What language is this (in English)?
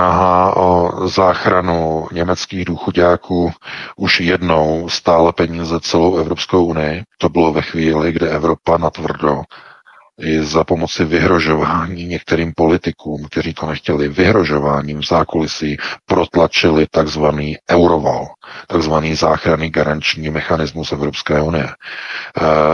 Czech